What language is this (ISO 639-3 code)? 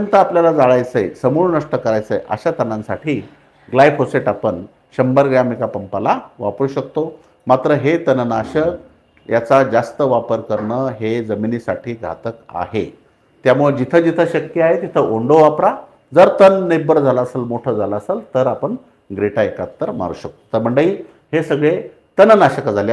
mar